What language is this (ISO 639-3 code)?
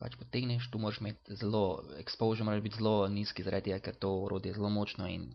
slv